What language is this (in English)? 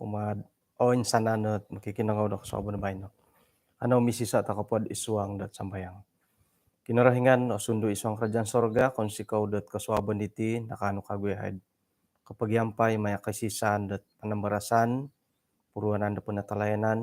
Central Dusun